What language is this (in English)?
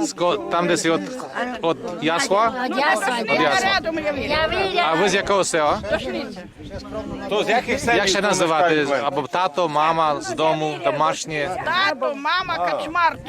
Rusyn